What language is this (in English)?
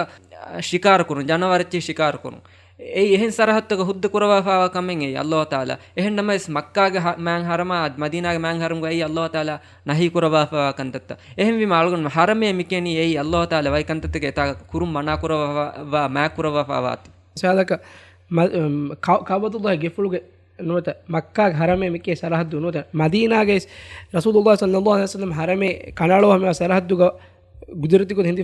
Divehi